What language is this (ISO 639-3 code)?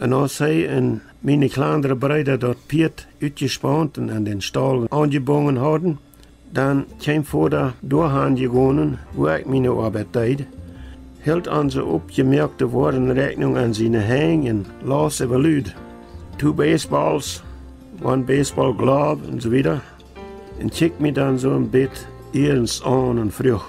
pdt